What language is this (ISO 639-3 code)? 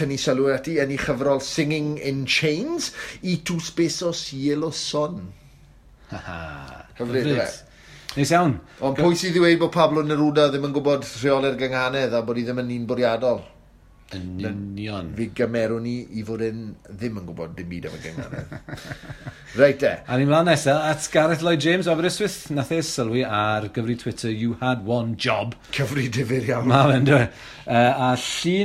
cym